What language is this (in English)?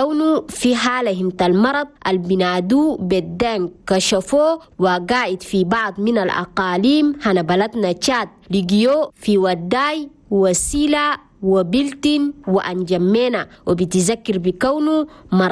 Chadian Arabic